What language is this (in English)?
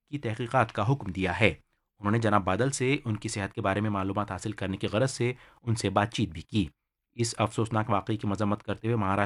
Urdu